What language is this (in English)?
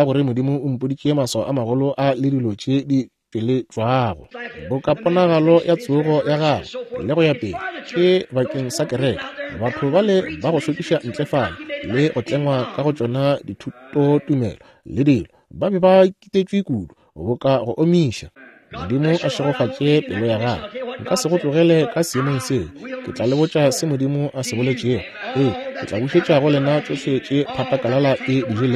Northern Sotho